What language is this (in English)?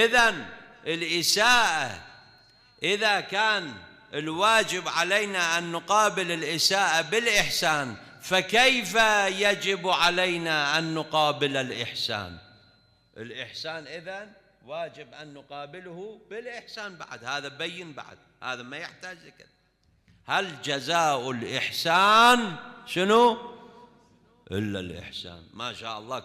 Mesopotamian Arabic